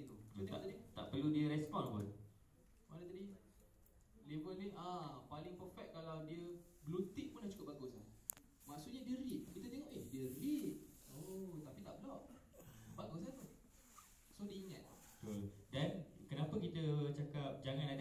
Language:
Malay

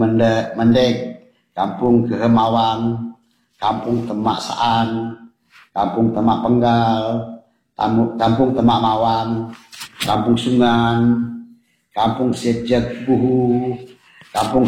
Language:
Malay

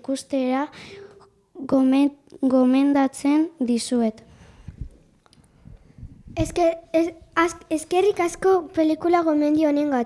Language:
Basque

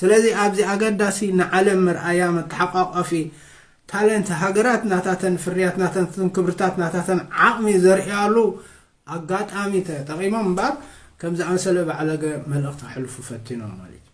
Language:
Tigrinya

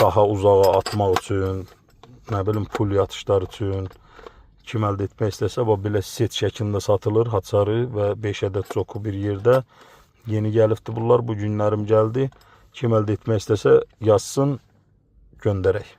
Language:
Azerbaijani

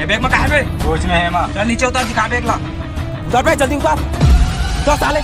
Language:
Chhattisgarhi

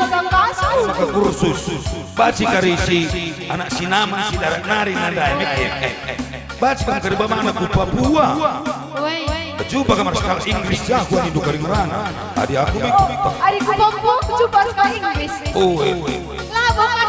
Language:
Batak Karo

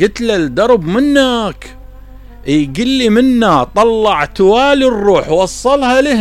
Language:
Mesopotamian Arabic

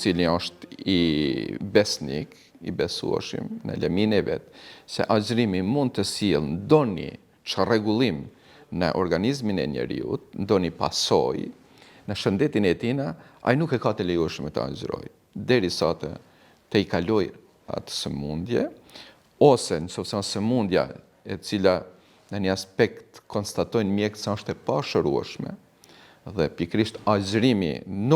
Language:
Albanian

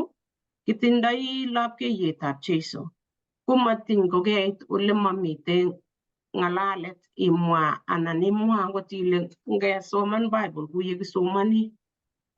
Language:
Kalenjin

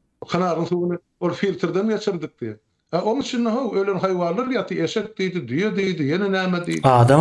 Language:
Turkmen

